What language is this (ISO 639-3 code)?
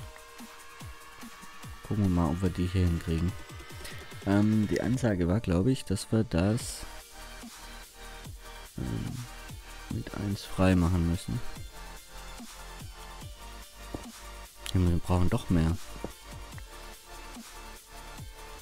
deu